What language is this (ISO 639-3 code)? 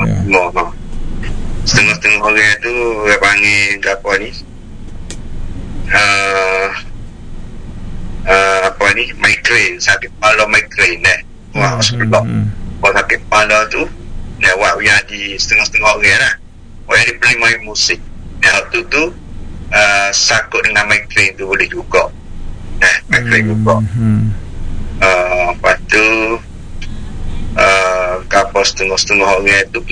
msa